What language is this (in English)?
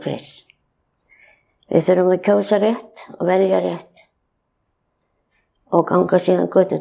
Icelandic